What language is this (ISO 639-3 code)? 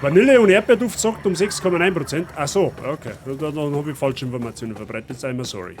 bar